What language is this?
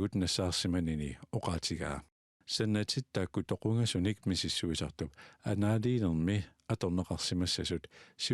Kalaallisut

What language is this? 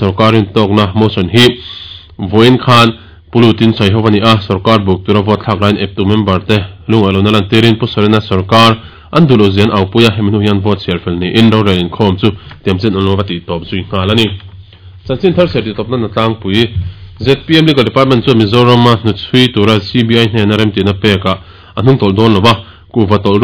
Mizo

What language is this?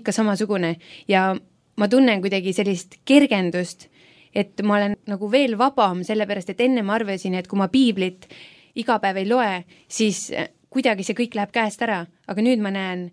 Estonian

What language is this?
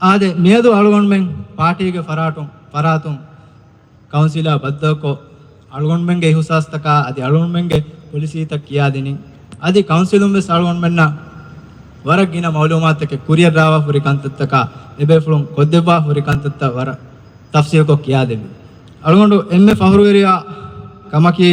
Divehi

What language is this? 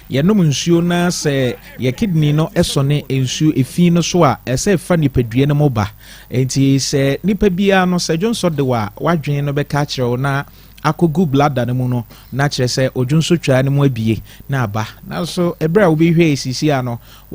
Akan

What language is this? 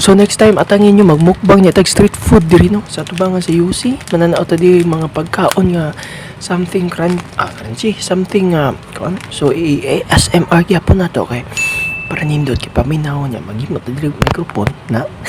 Cebuano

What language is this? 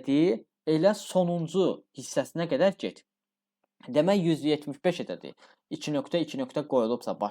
Azerbaijani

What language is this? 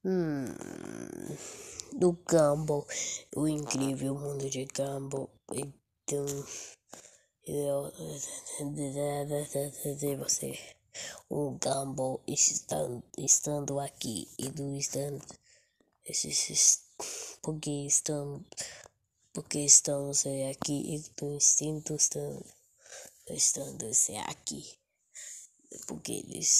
Portuguese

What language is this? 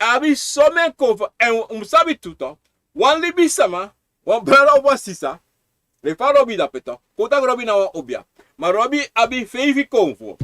Sranan Tongo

